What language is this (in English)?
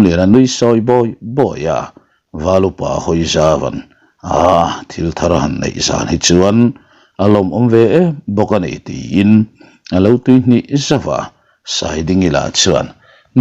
Mizo